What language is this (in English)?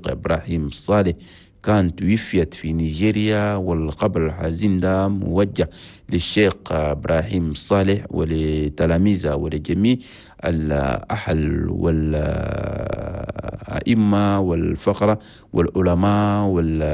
Chadian Arabic